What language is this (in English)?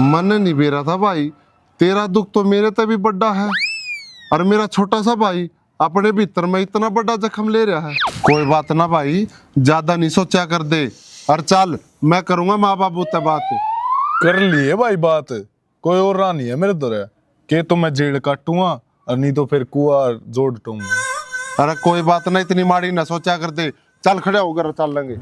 Haryanvi